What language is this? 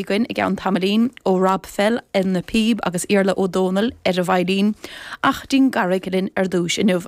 Irish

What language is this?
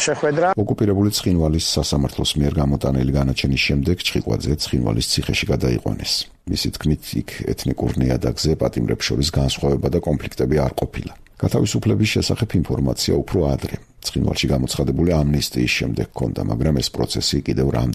Georgian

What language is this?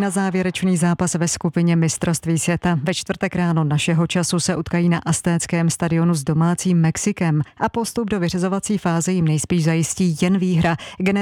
Czech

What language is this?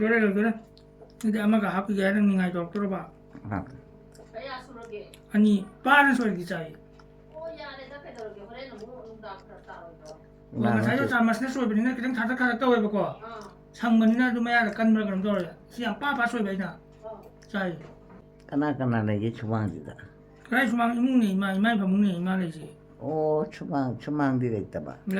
Manipuri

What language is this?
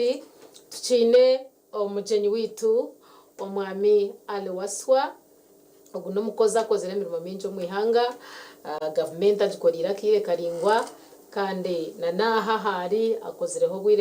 Nyankole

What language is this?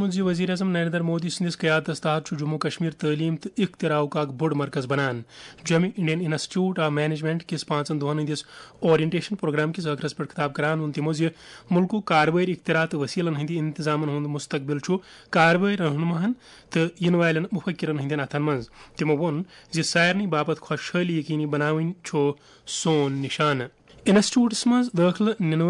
Kashmiri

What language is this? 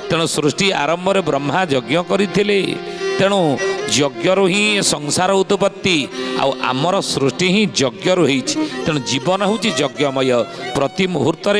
Odia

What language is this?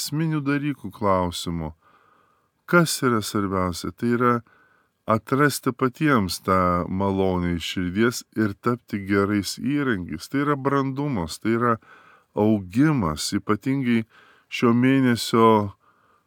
Lithuanian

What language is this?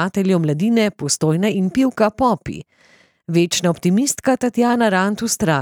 Slovenian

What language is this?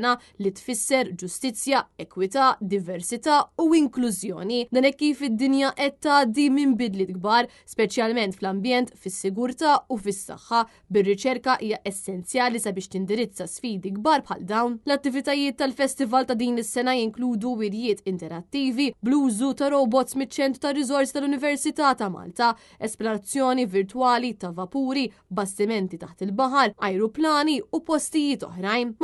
Maltese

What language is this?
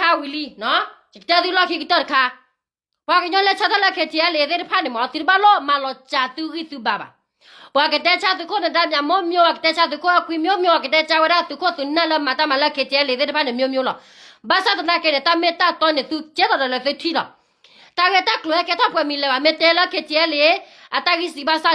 S'gaw Karen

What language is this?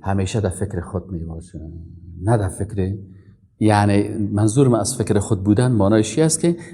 Persian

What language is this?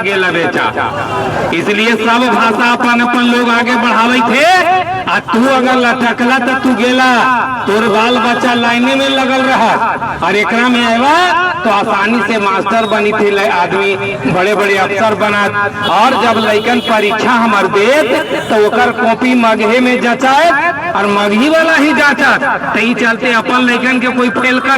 Magahi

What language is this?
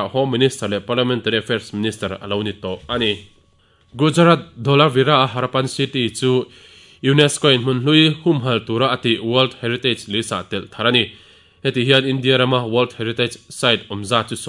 Mizo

